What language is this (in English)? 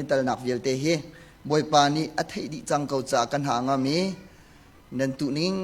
Hakha Chin